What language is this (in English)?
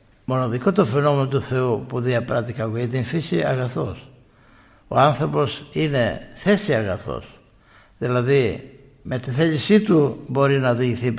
Greek